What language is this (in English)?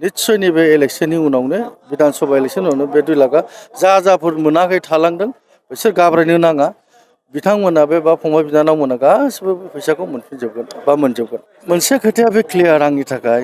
Bodo